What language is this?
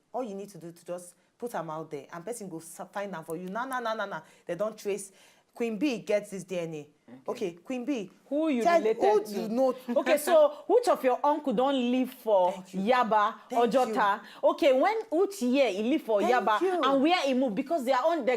Nigerian Pidgin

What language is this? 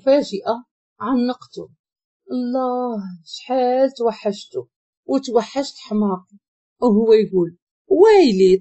Moroccan Arabic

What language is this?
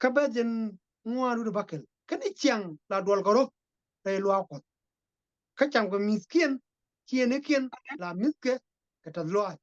Nuer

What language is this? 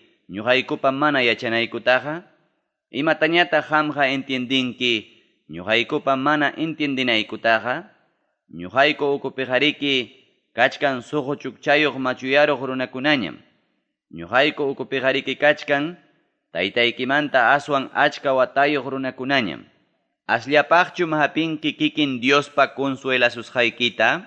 Ayacucho Quechua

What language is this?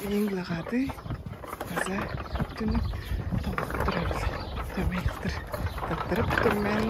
Tuvinian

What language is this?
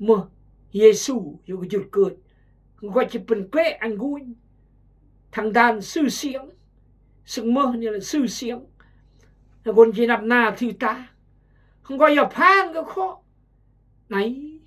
Khmu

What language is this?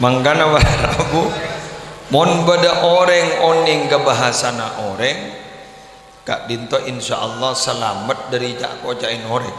Madurese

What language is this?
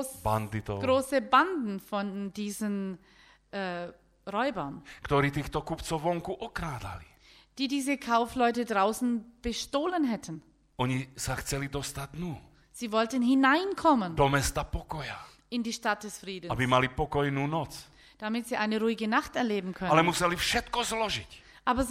Slovak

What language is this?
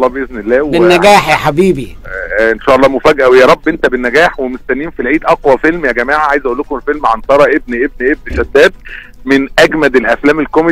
Egyptian Arabic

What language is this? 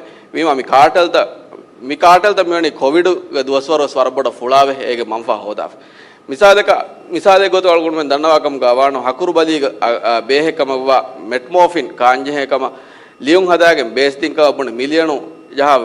Divehi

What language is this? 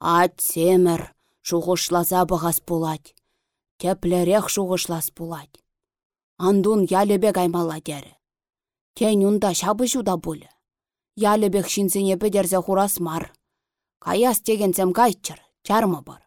Chuvash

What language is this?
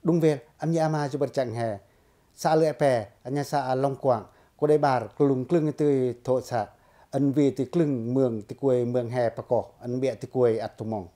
Pacoh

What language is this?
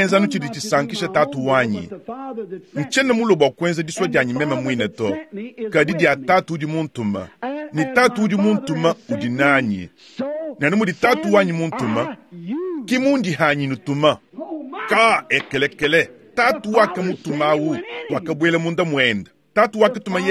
Luba-Lulua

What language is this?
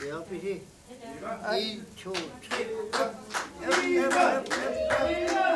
Kalaallisut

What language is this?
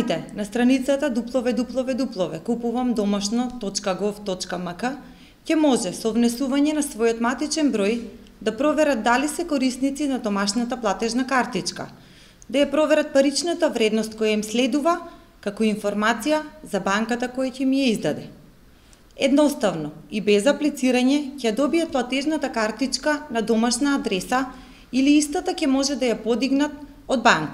Macedonian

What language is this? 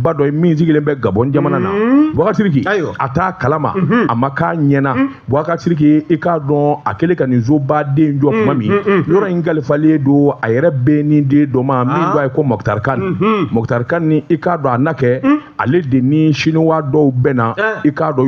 Bambara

